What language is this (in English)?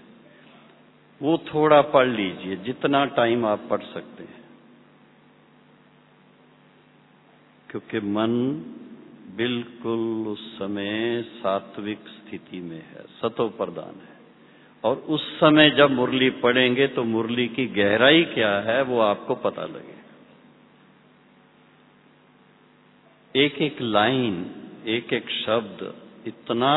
Hindi